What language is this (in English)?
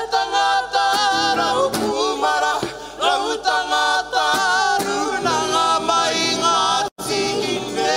Māori